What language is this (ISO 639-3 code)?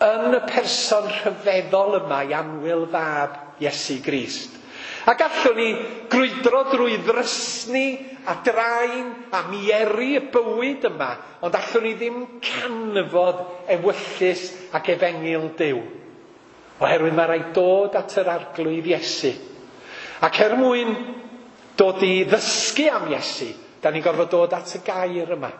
cym